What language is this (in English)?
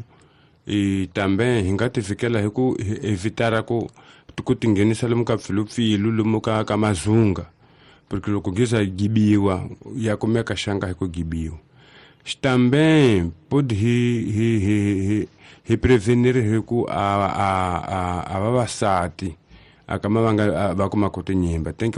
Tsonga